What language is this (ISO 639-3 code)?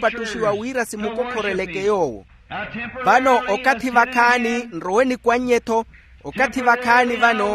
vmw